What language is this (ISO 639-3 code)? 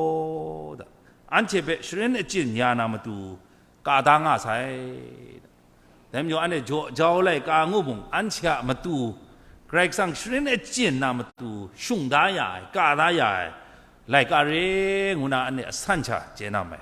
kac